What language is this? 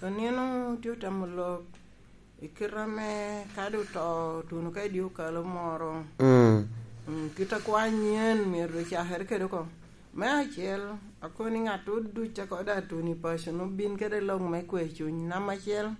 Lango (Uganda)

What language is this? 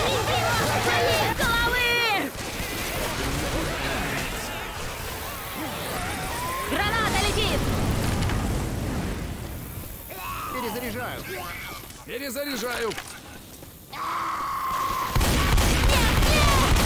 Russian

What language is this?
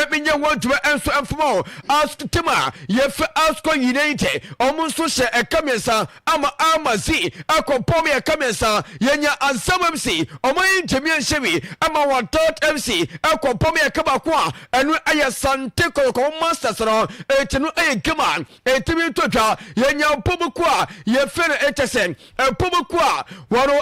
Akan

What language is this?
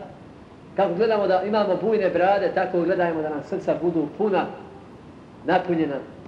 Bosnian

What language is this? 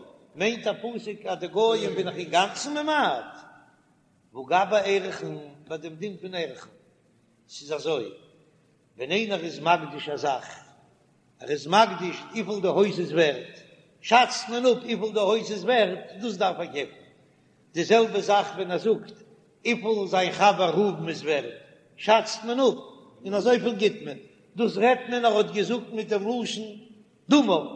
Yiddish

